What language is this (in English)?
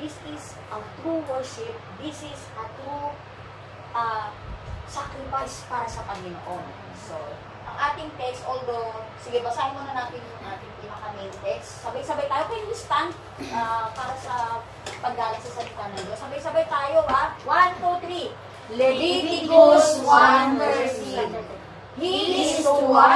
Filipino